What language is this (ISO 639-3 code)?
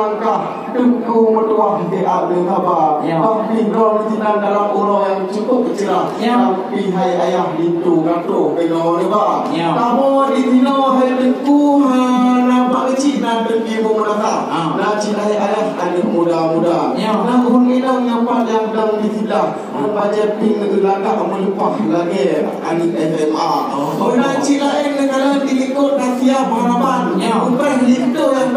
ace